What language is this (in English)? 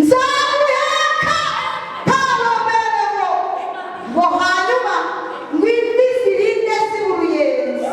Kinyarwanda